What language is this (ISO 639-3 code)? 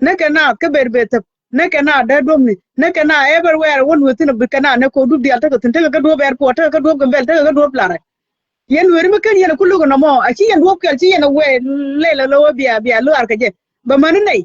nus